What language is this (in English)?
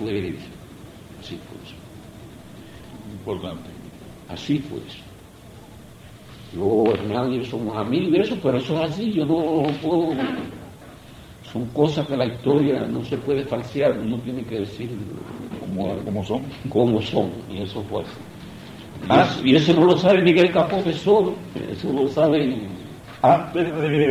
Spanish